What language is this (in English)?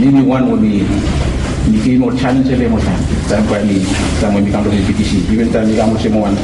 Bislama